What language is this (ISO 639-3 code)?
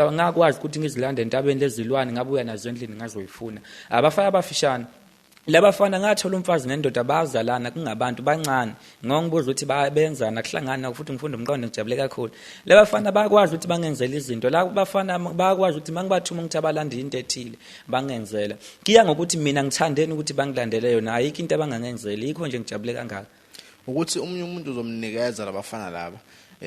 zul